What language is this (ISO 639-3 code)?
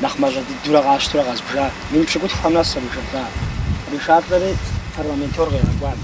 kbd